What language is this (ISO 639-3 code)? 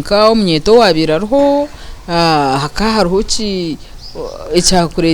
nyn